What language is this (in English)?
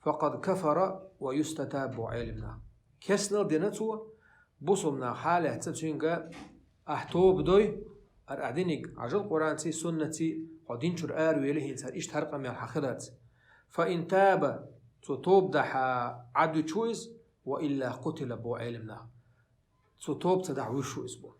Chechen